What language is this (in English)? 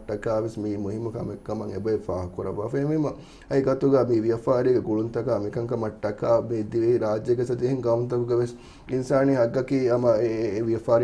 Divehi